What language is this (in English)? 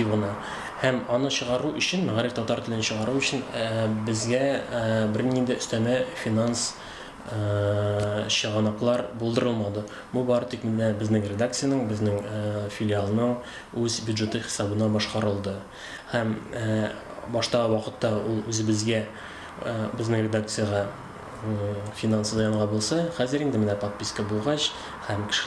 Tatar